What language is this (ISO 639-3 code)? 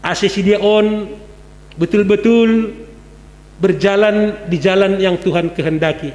bts